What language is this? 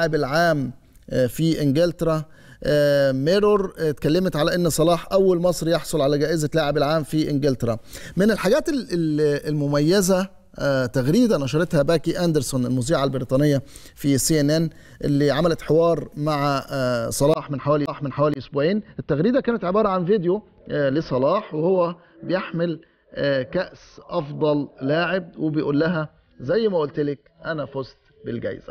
Egyptian Arabic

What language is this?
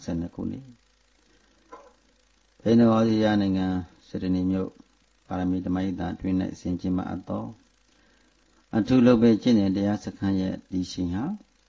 Burmese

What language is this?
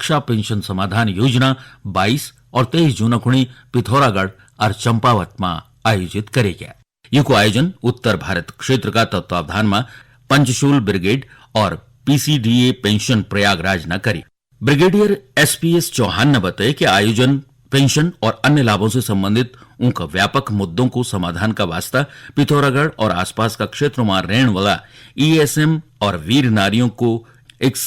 Garhwali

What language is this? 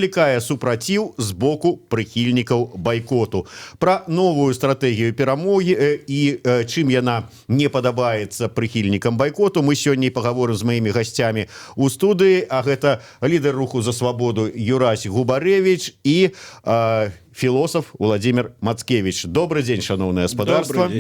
Belarusian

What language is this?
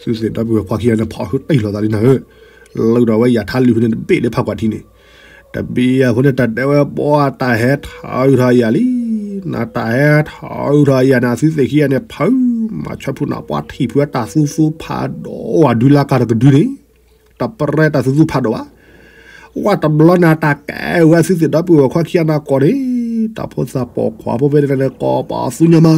S'gaw Karen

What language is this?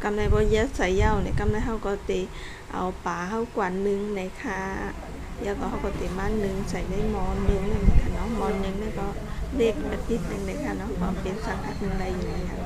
Shan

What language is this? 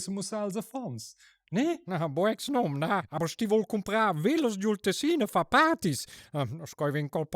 Romansh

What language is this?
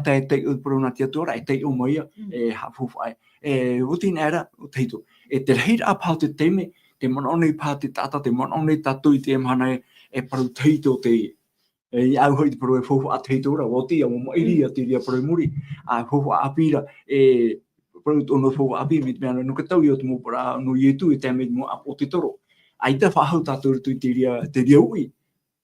Tahitian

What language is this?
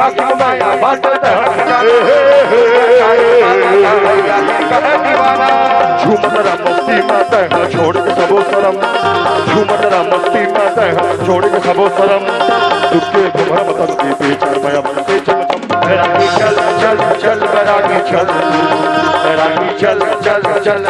Chhattisgarhi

